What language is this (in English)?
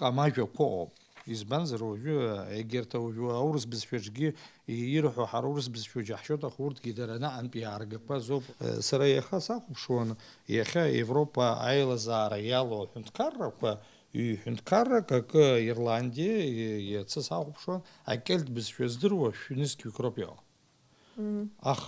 Abkhazian